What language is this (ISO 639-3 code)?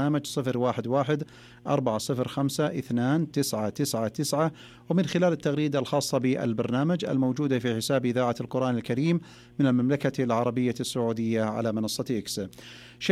ara